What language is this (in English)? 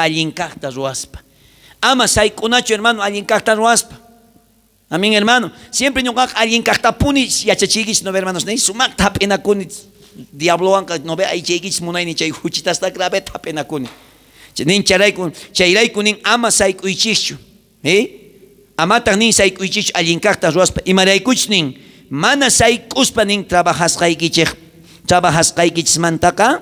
South Bolivian Quechua